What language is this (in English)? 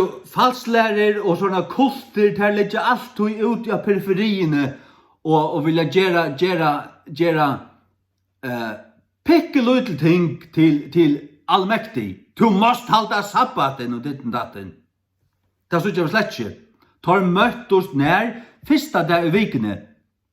Faroese